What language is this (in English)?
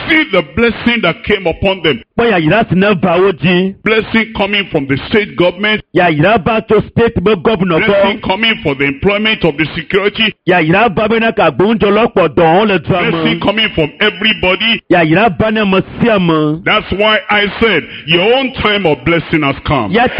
Ewe